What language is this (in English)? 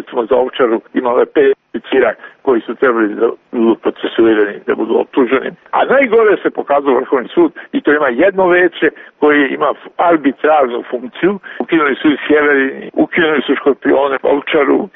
Serbian